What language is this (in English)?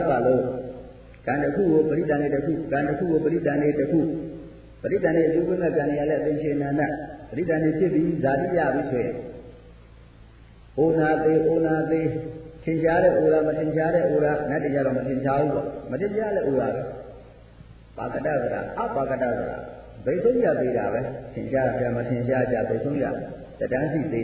Burmese